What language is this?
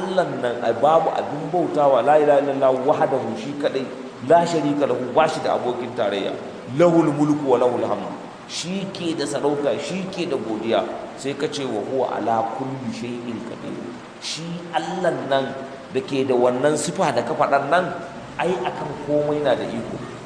Hausa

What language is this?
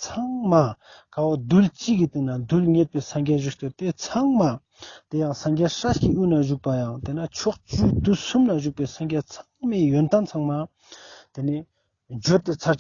Ladakhi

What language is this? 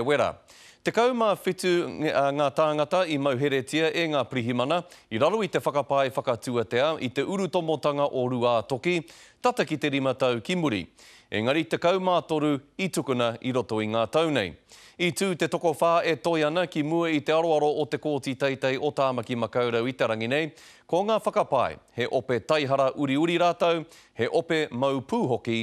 Māori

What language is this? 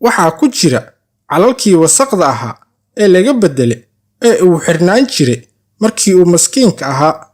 Somali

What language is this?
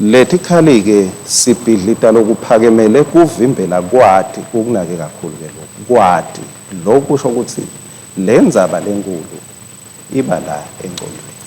Swati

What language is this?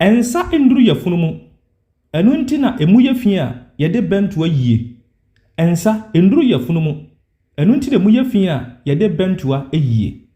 Akan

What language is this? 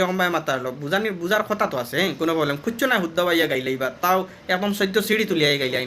Sylheti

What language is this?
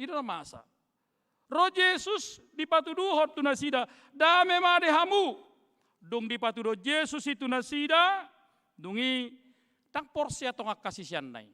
Batak Toba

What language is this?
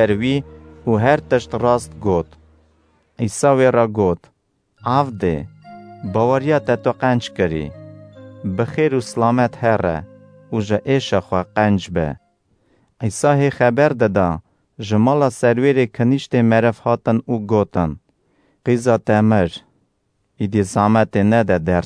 Kurdish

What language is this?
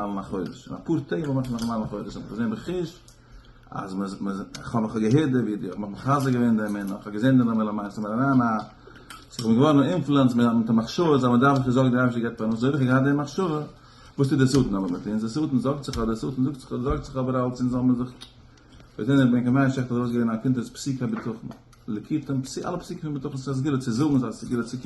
Yiddish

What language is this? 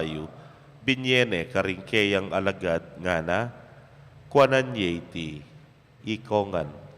Pampanga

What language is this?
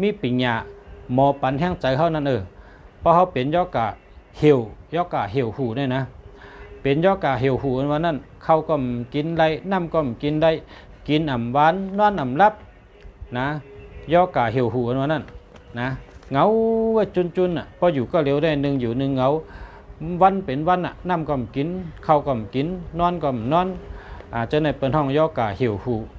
Shan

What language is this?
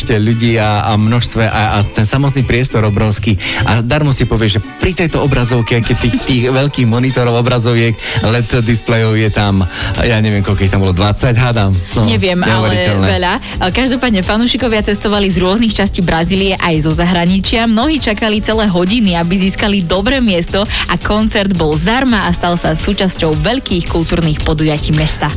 Slovak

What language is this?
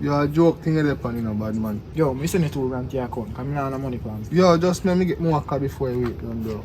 Jamaican Creole English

